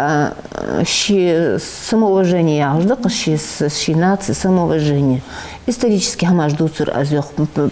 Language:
Ingush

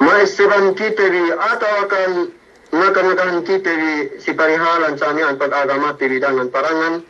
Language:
Yakan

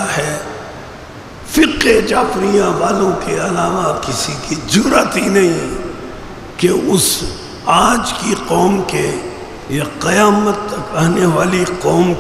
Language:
Urdu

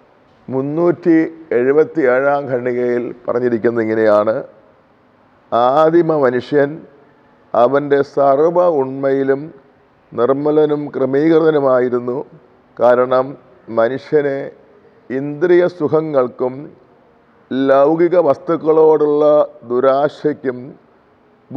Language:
Malayalam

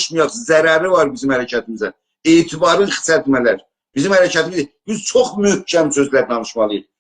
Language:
South Azerbaijani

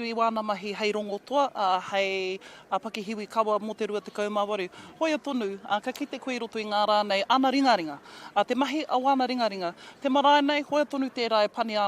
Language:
Māori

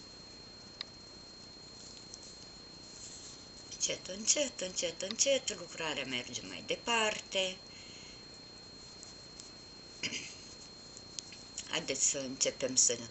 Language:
Romanian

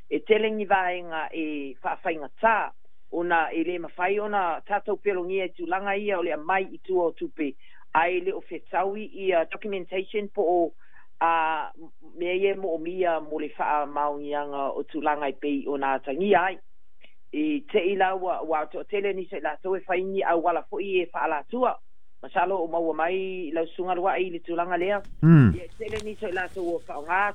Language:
Samoan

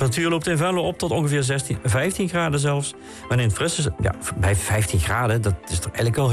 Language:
Dutch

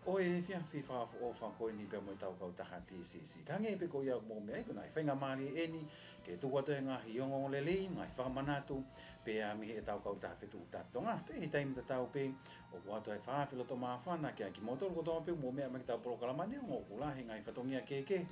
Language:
Tongan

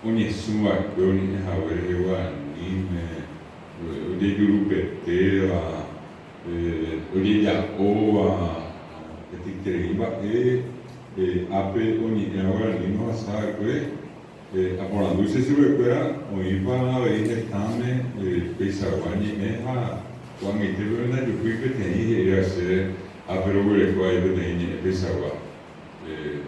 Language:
Guarani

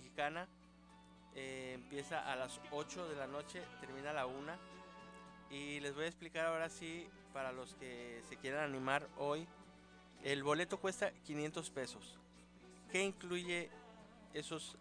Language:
Spanish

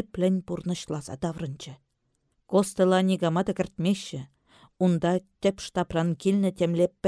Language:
Chuvash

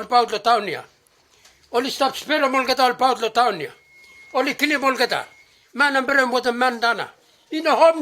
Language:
Bislama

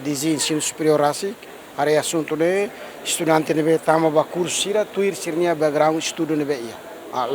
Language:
Tetum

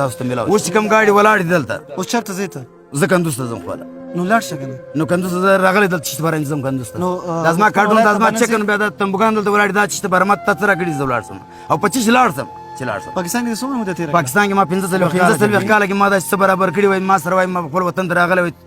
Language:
Pashto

